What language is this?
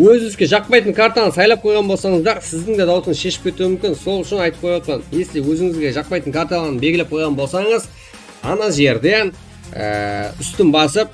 Kara-Kalpak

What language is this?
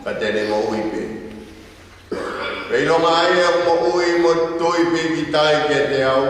Tongan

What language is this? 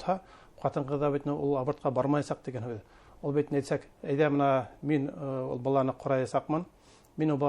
Bashkir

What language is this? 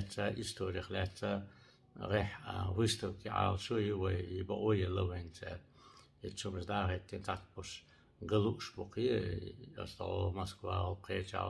Chechen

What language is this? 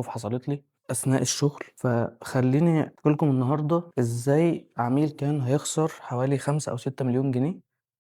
Egyptian Arabic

